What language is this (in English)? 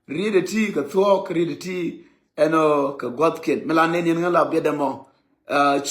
Nuer